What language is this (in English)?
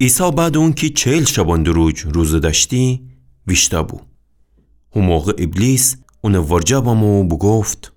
Gilaki